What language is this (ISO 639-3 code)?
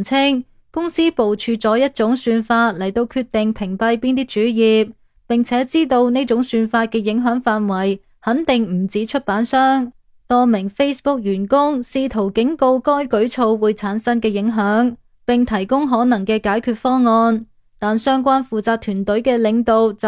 yue